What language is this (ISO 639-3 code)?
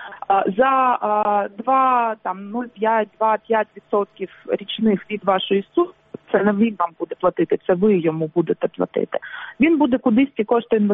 ukr